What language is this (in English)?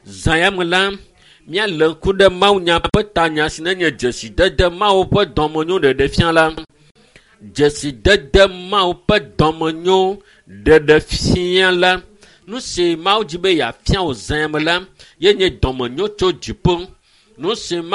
Ewe